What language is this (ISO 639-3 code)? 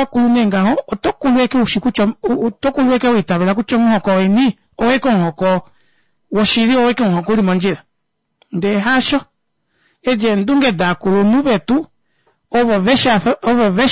kua